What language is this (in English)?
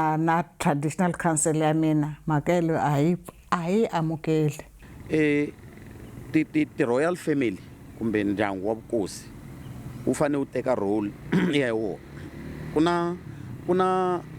Tsonga